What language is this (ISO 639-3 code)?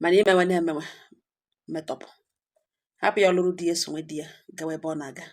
ibo